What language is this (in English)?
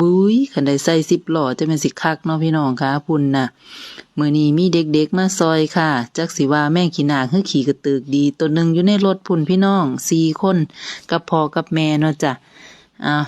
Northeastern Thai